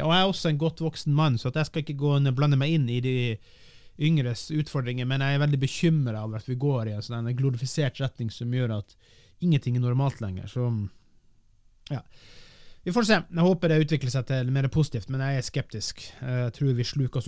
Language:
Norwegian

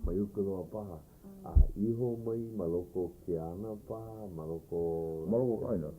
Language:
Hawaiian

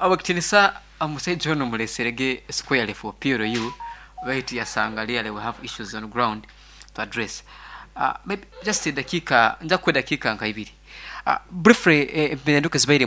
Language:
Nyankole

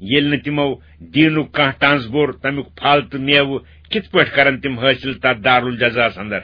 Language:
Kashmiri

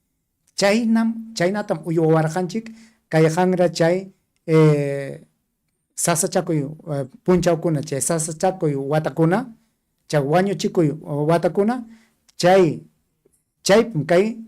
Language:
Ayacucho Quechua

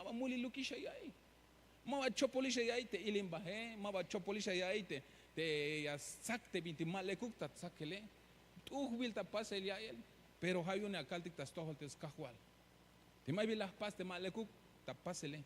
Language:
Tzeltal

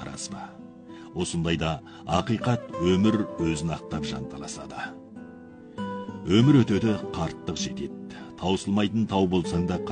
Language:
Kazakh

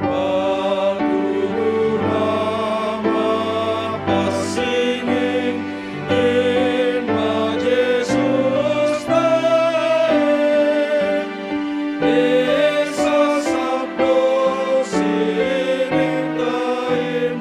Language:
Batak Simalungun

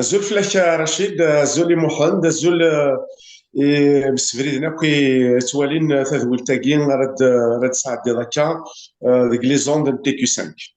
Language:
Kabyle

